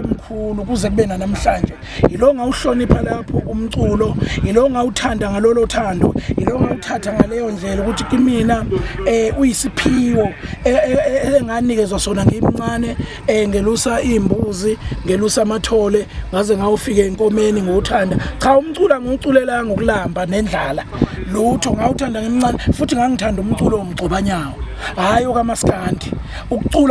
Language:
Zulu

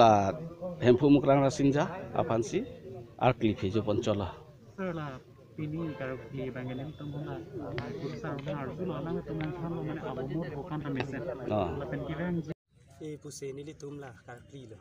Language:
Karbi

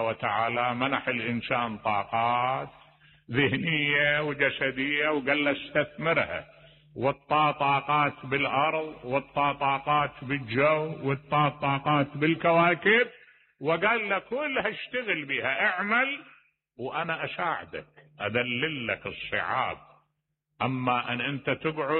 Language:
Mesopotamian Arabic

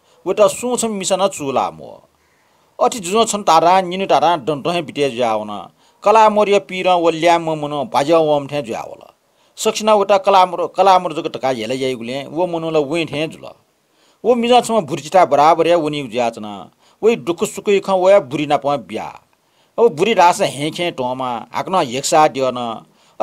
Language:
Newari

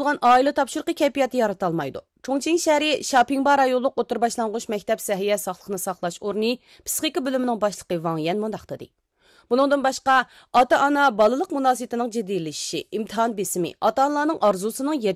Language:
Uyghur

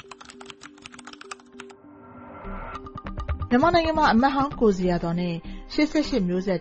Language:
Burmese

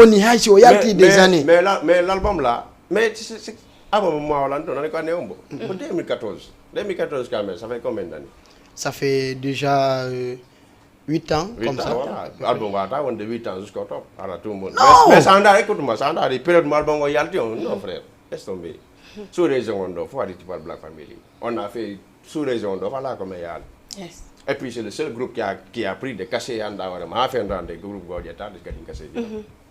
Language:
Fula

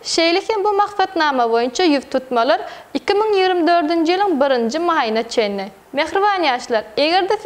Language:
Turkmen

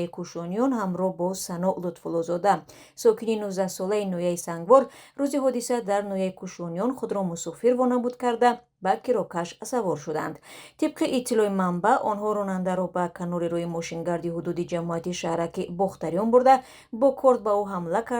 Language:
Tajik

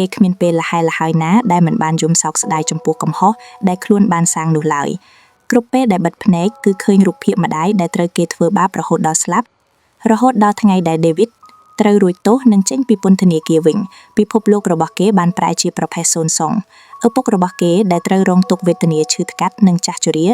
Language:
Khmer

